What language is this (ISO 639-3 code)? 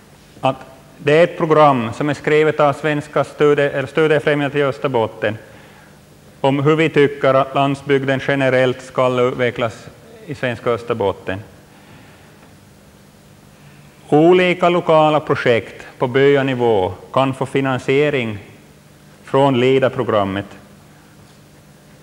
swe